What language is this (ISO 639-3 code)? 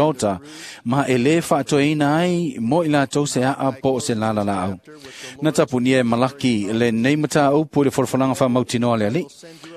smo